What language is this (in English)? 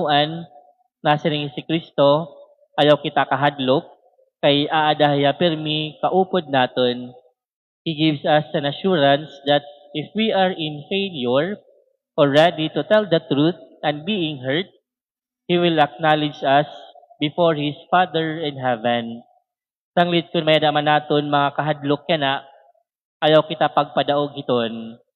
Waray